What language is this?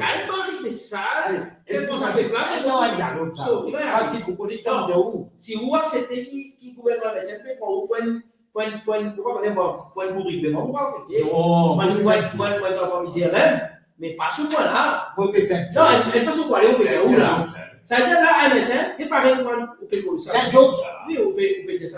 Morisyen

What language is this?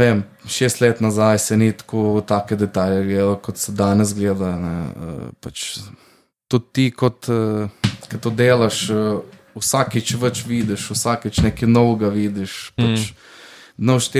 Slovenian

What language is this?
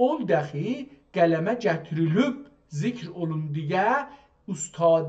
South Azerbaijani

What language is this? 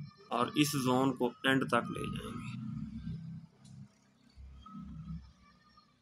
Hindi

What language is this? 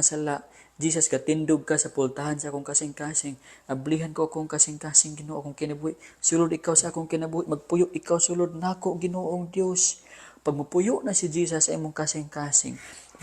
Cebuano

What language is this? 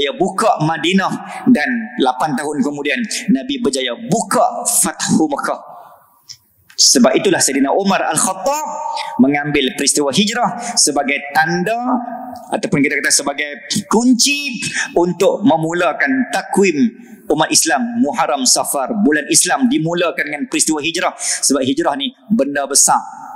Malay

